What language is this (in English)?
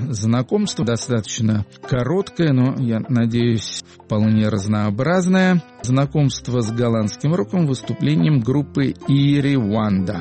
Russian